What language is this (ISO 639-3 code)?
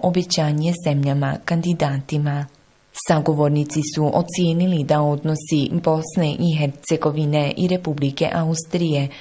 bos